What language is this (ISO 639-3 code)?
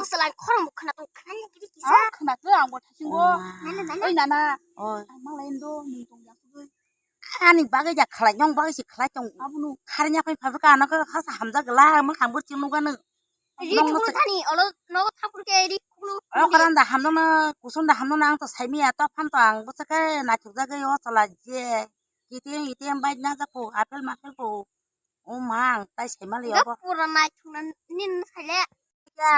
trp